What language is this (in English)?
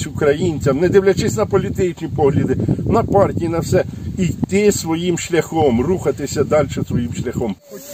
Ukrainian